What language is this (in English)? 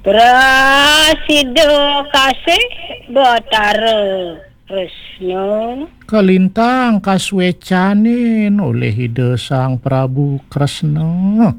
Balinese